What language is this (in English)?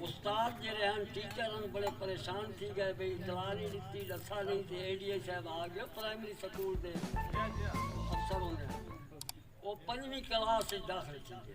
Saraiki